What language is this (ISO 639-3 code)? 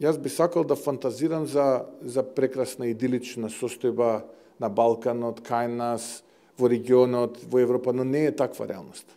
mkd